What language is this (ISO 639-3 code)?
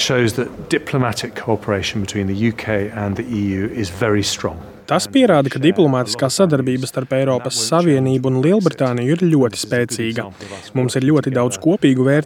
lav